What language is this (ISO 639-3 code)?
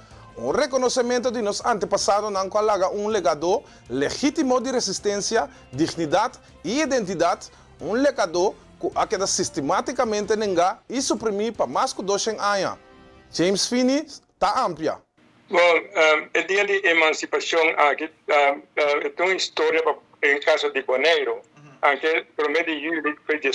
pap